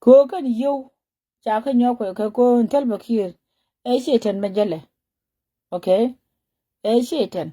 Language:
Nuer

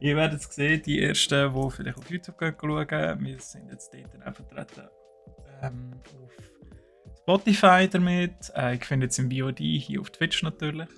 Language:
Swiss German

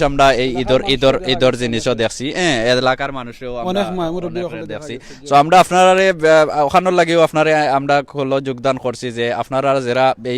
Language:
Sylheti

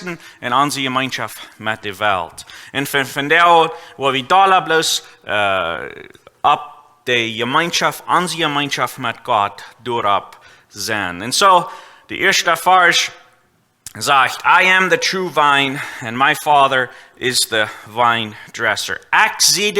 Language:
Plautdietsch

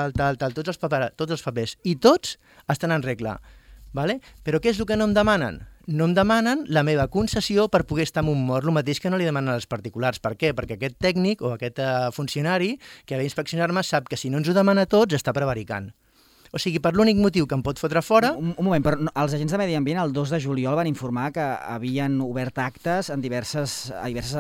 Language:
Catalan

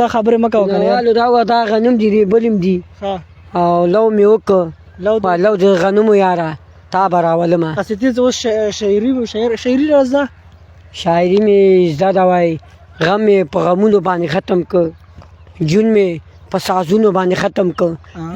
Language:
Pashto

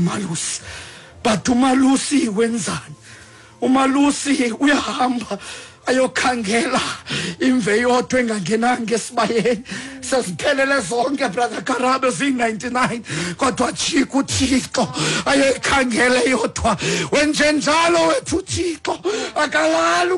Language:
Xhosa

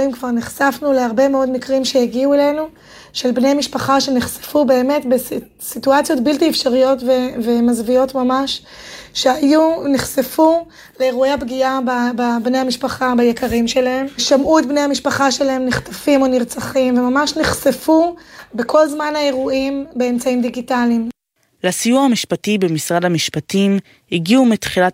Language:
Hebrew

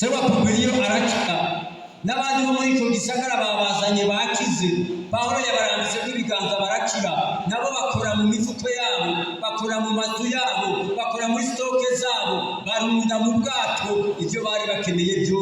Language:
Rundi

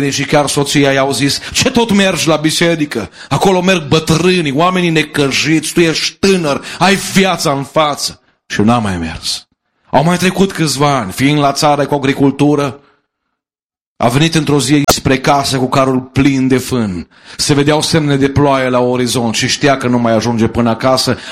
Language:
Romanian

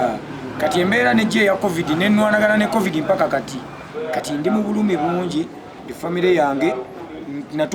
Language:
Ganda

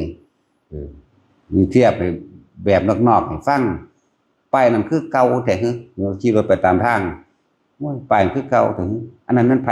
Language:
Northeastern Thai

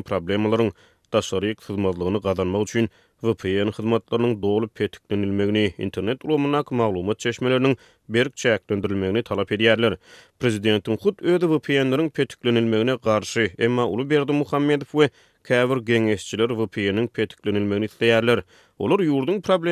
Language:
Turkmen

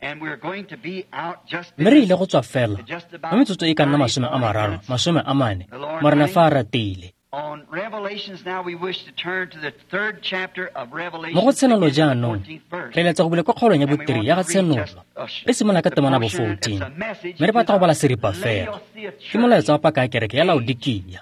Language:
Tswana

